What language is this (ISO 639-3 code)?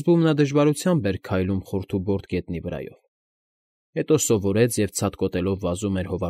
hye